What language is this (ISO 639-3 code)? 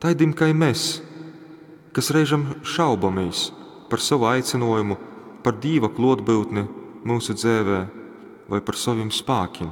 ltg